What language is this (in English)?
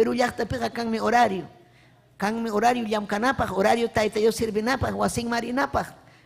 Ayacucho Quechua